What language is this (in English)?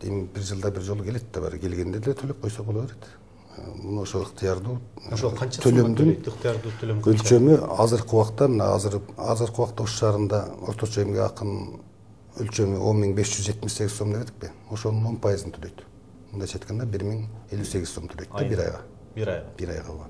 Kyrgyz